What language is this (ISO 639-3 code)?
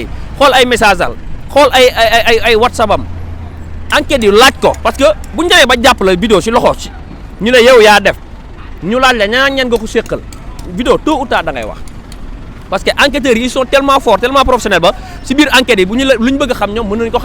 wol